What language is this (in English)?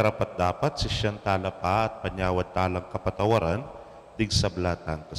Pampanga